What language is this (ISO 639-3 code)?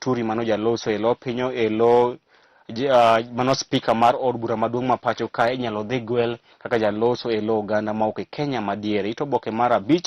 luo